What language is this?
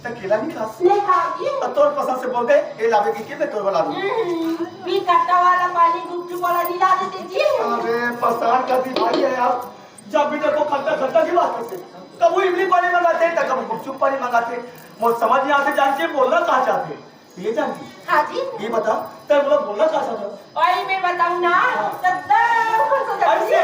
Chhattisgarhi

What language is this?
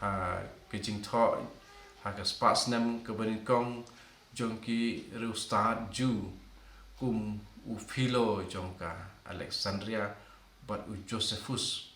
Khasi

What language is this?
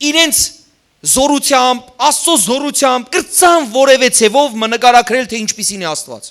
Western Armenian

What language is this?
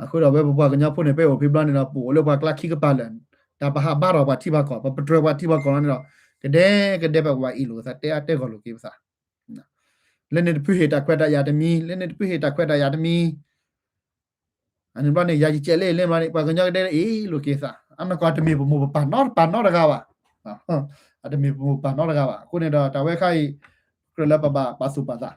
S'gaw Karen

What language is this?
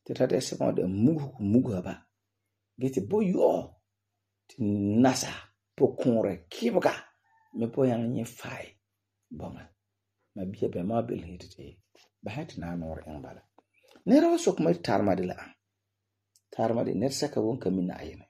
Frafra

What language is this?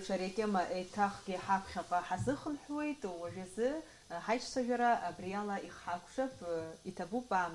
Abkhazian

